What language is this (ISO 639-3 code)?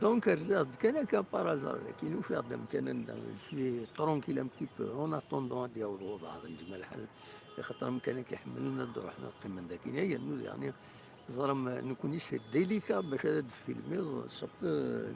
kab